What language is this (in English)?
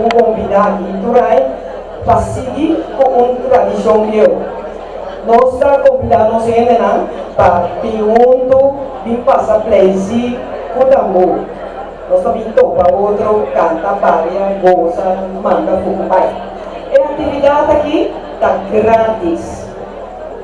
Papiamento